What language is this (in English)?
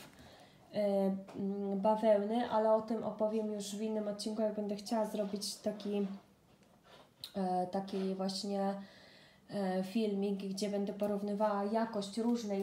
Polish